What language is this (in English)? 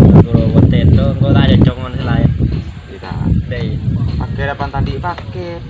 Madurese